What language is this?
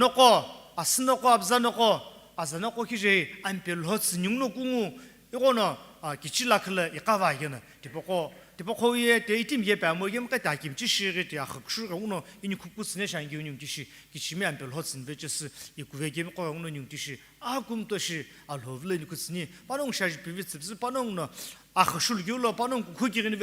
Sumi Naga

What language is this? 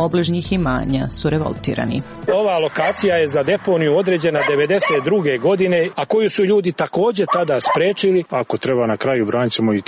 Serbian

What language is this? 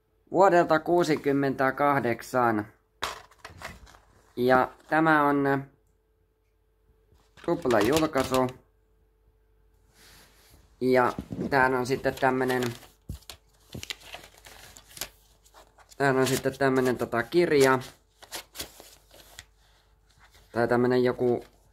Finnish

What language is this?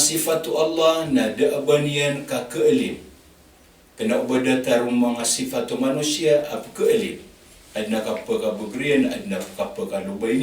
Maranao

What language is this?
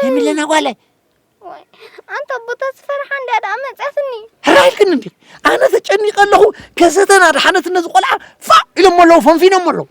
Tigrinya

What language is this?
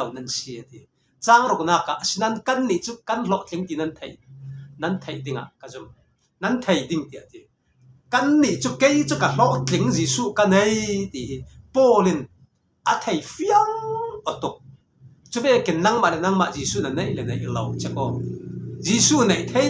Falam Chin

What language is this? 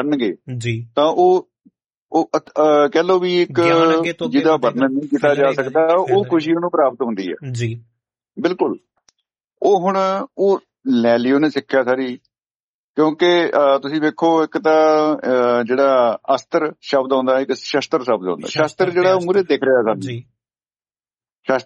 Punjabi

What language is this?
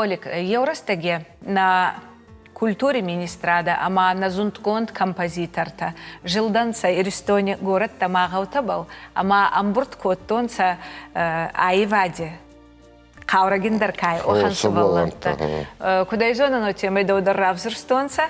Ossetic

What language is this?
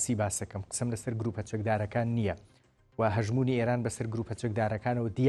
Central Kurdish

